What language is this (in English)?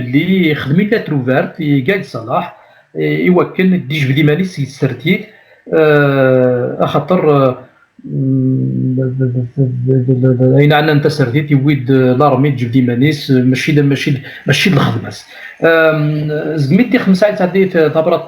Kabyle